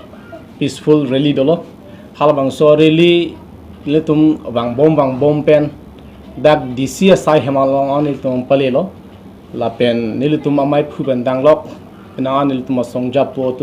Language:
Karbi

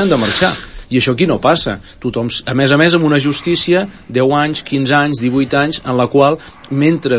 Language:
Catalan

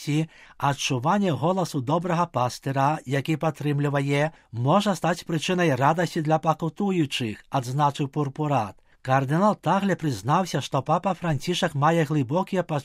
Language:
Belarusian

